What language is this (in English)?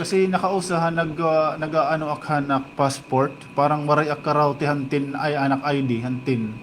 Waray